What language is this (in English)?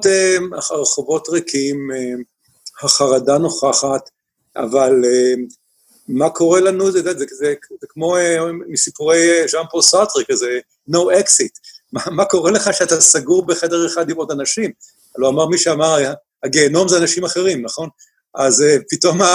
Hebrew